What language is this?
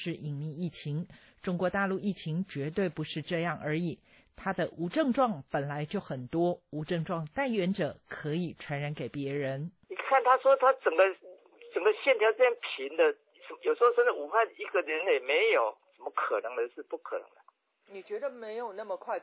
Chinese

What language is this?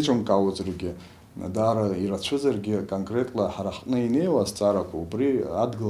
Abkhazian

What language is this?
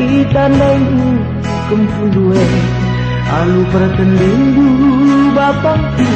Batak Karo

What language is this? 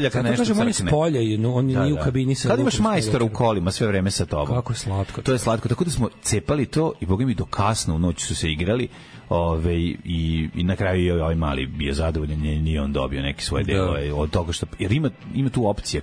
Serbian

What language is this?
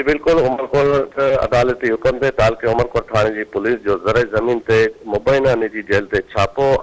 Sindhi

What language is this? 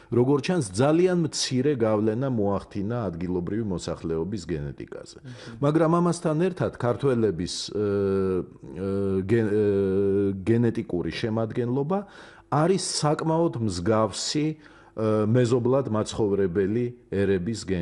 Georgian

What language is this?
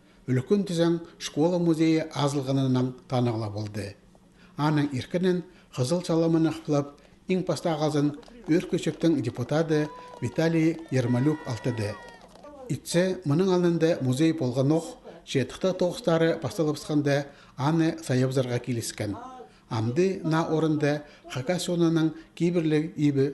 Khakas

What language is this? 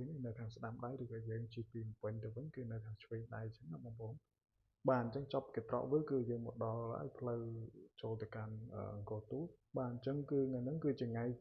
Khmer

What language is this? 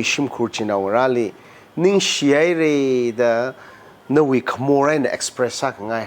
Tangkhul Naga (India)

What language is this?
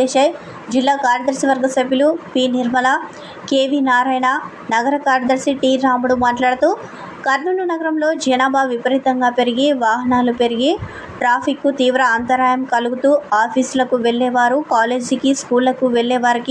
Telugu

